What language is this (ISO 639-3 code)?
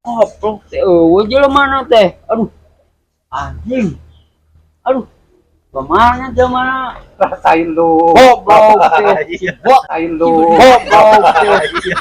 sun